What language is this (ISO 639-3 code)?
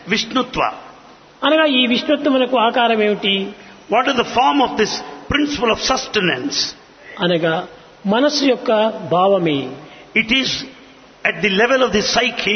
tel